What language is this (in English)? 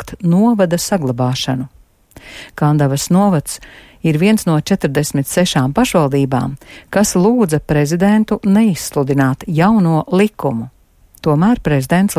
Latvian